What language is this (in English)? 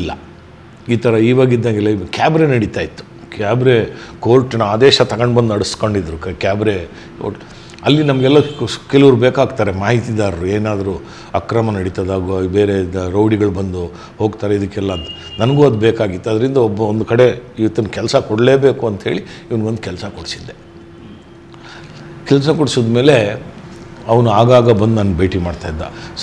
Kannada